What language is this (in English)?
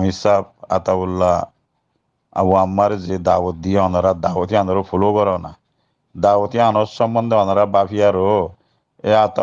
Rohingya